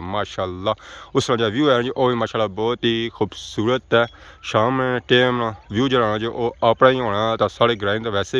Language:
Pahari-Potwari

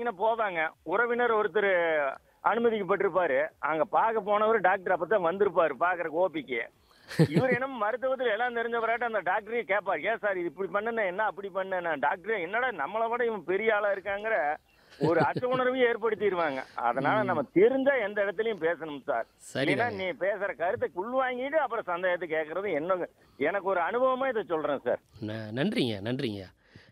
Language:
Tamil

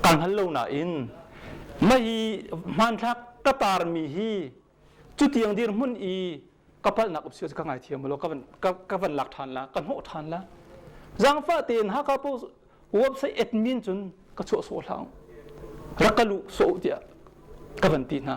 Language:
Hakha Chin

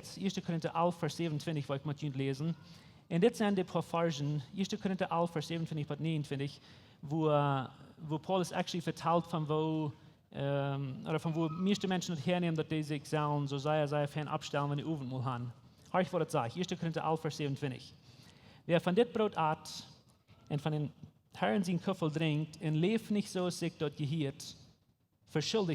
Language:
Plautdietsch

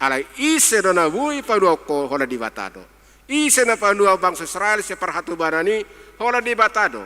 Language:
Batak Toba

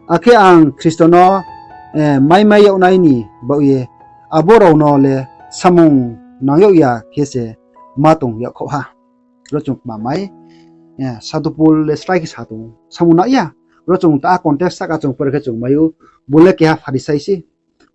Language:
Riang (India)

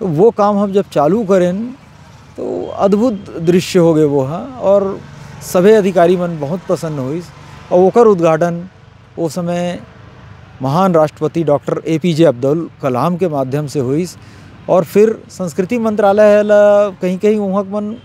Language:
Chhattisgarhi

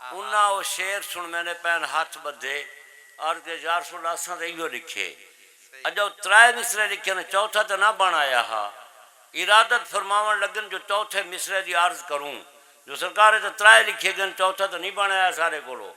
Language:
Saraiki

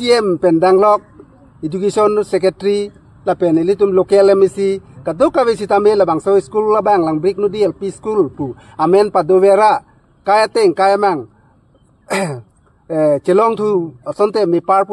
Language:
Karbi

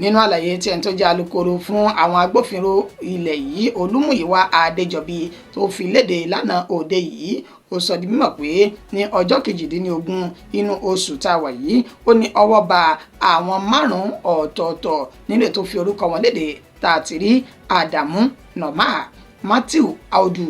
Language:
Yoruba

